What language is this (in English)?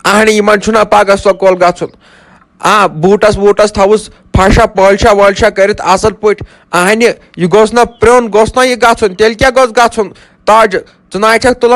Kashmiri